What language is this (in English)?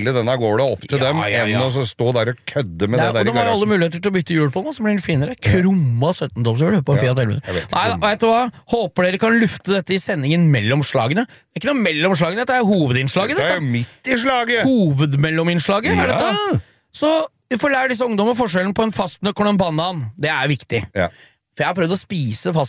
Norwegian